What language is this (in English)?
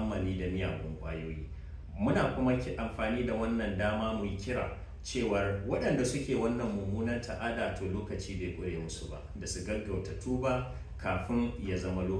Hausa